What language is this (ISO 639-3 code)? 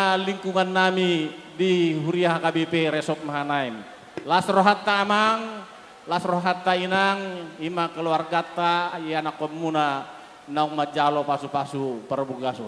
bbc